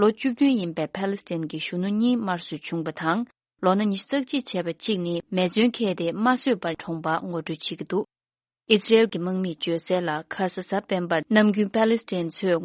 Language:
Tibetan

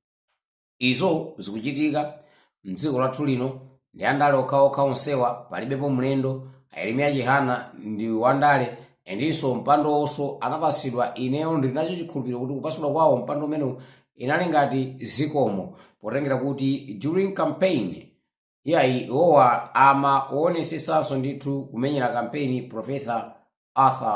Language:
Nyanja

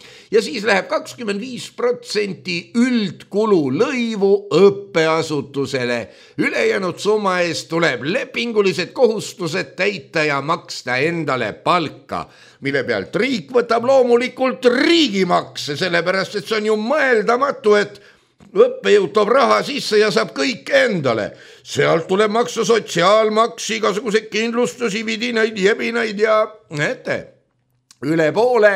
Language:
Estonian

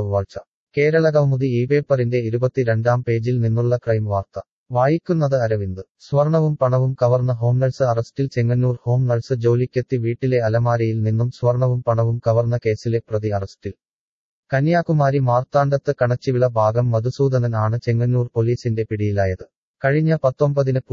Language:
Malayalam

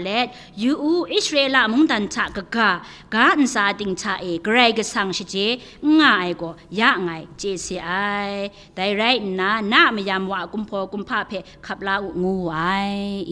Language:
Kachin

